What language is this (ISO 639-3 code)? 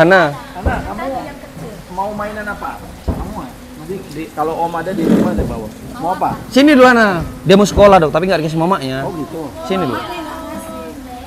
ind